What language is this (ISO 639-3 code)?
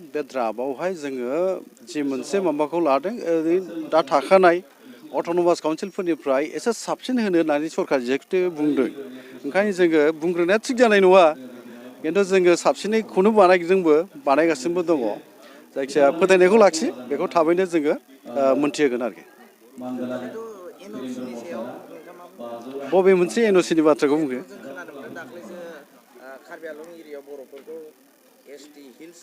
brx